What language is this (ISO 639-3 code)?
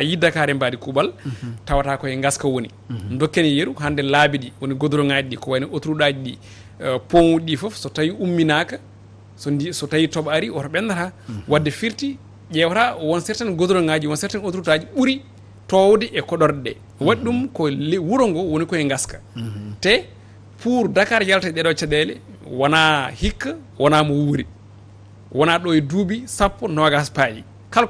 ful